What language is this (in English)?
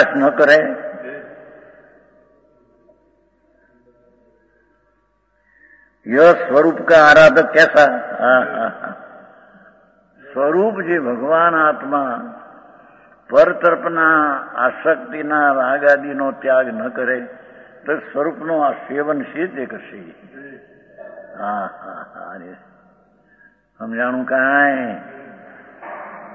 Gujarati